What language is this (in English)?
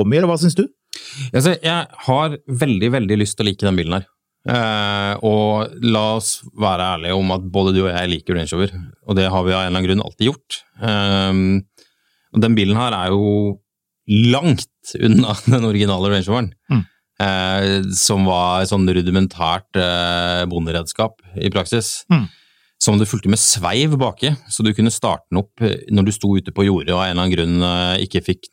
Norwegian